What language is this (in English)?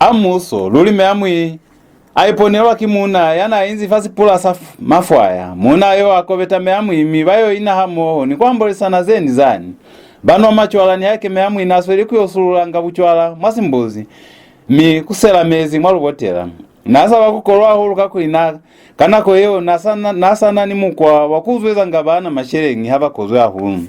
Lozi